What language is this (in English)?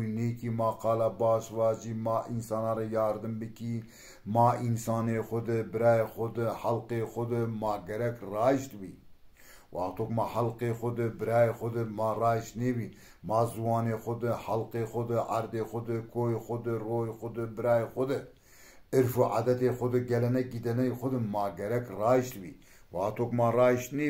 Zaza